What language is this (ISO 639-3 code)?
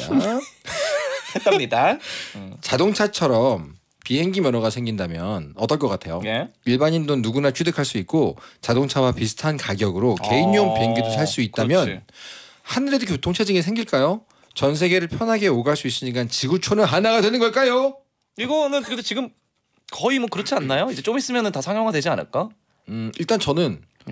kor